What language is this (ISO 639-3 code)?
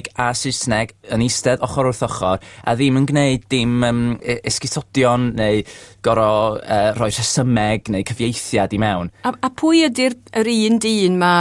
cym